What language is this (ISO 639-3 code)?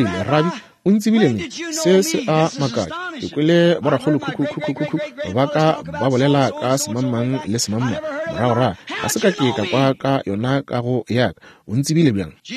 nso